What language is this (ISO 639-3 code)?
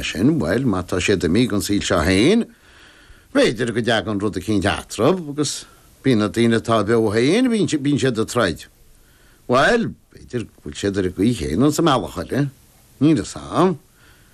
gle